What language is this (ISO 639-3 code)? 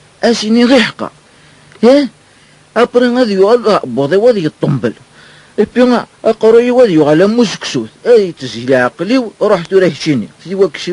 kab